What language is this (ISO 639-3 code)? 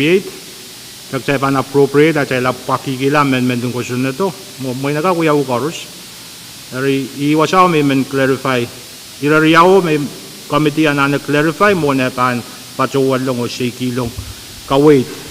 pon